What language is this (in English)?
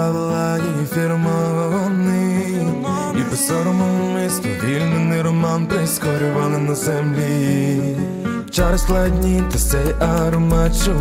Ukrainian